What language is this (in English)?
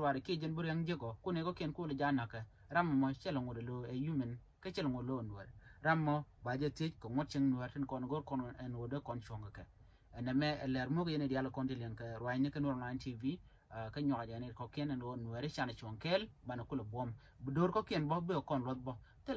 Nuer